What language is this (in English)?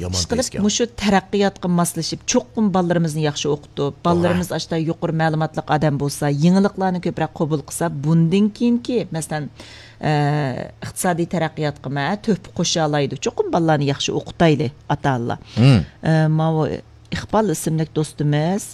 Uyghur